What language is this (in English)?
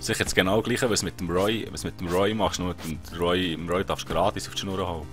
Swiss German